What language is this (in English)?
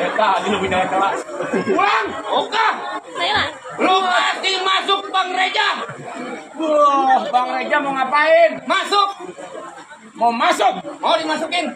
Betawi